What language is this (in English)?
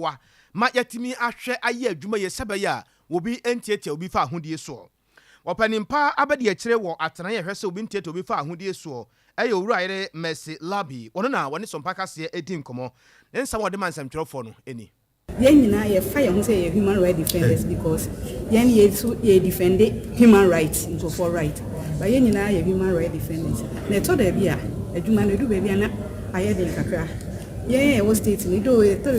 Akan